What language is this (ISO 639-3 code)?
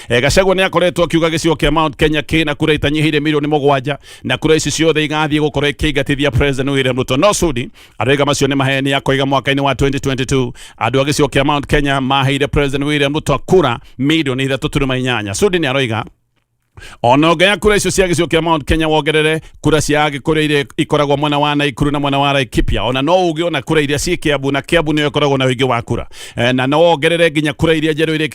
kik